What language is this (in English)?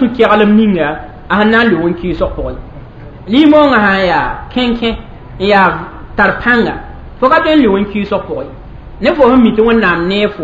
Mossi